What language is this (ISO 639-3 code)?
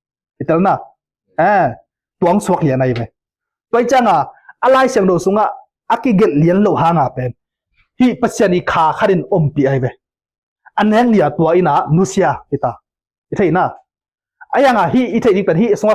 ctd